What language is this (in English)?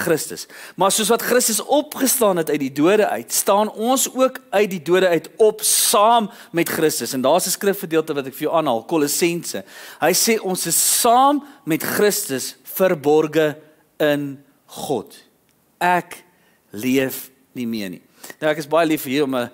Afrikaans